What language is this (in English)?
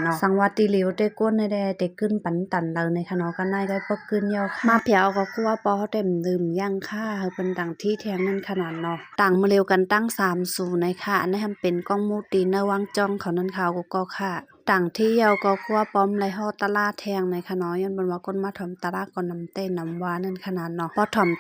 Shan